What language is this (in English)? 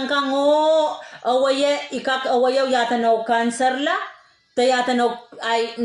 Pohnpeian